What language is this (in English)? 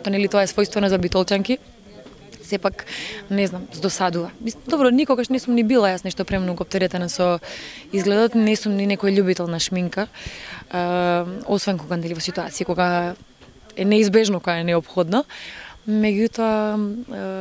Macedonian